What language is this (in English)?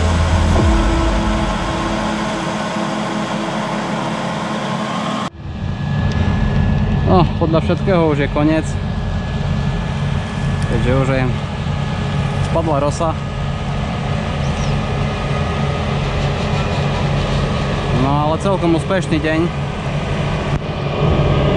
Slovak